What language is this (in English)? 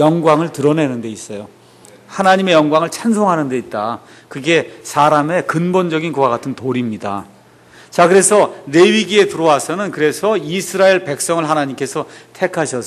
Korean